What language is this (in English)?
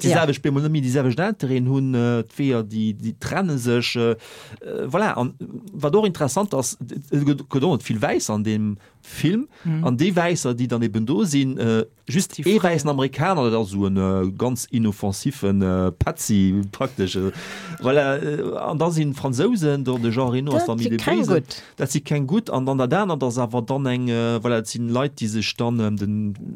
Luxembourgish